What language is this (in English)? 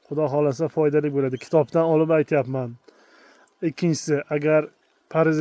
Uzbek